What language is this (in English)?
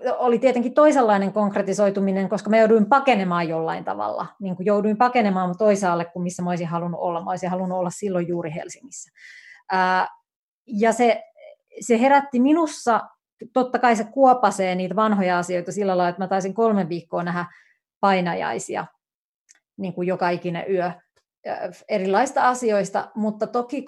Finnish